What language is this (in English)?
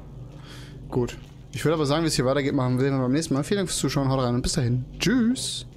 German